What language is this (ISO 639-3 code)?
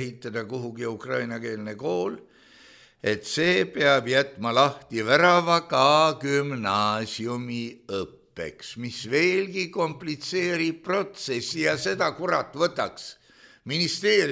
est